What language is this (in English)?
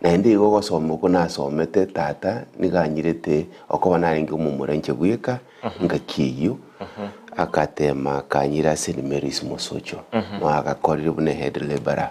Gusii